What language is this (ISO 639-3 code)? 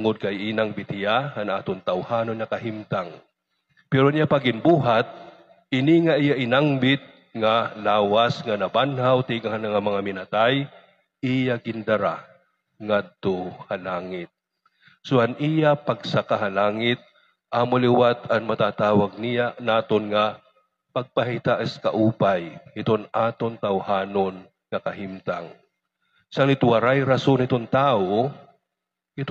war